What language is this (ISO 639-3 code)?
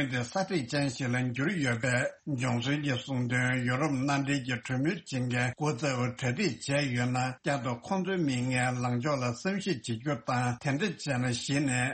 bod